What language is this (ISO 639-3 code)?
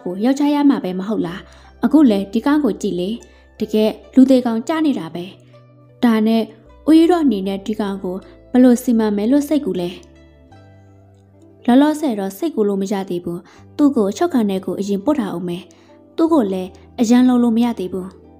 mya